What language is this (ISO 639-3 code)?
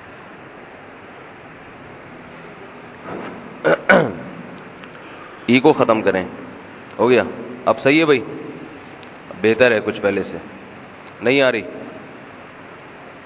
urd